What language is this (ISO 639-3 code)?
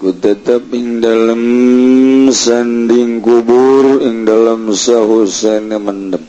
sun